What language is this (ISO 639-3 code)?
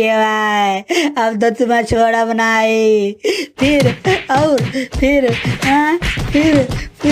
bho